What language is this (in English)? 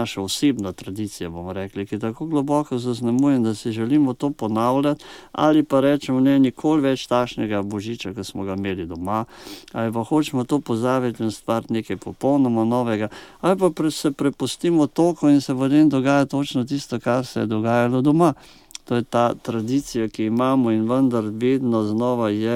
Slovenian